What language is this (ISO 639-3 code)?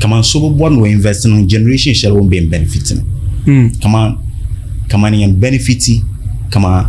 dag